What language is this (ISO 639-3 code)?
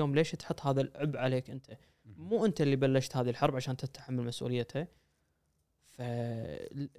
afb